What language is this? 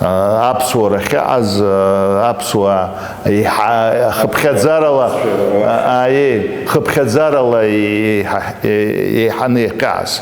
Abkhazian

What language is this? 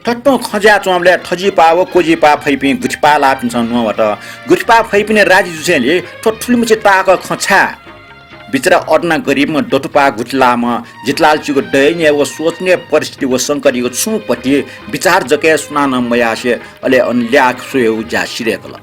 Newari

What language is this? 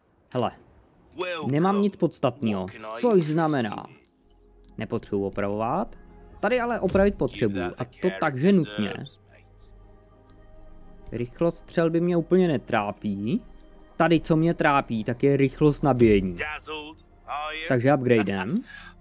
Czech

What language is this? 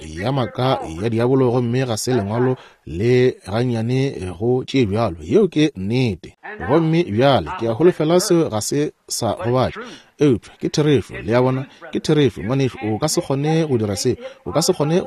Northern Sotho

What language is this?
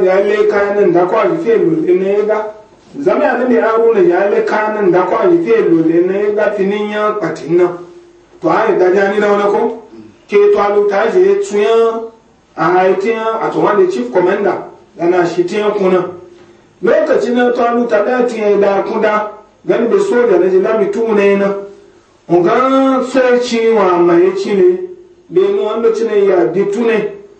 Igbo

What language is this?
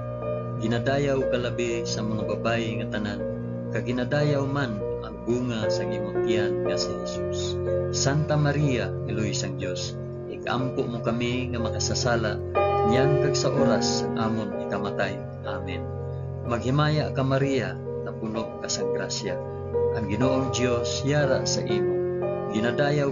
Hiligaynon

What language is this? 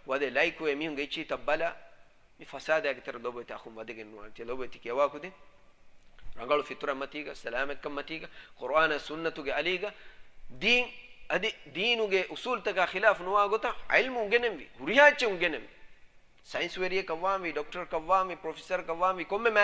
Divehi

